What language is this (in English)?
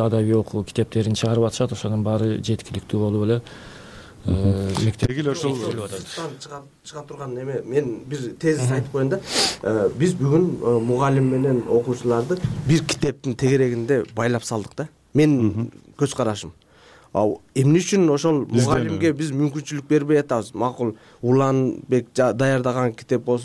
Kyrgyz